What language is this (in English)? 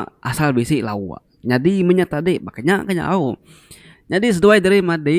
Iban